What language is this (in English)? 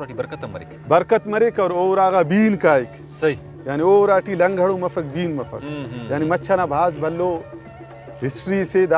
Brahui